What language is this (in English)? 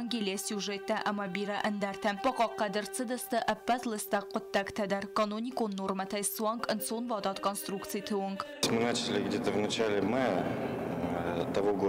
Ossetic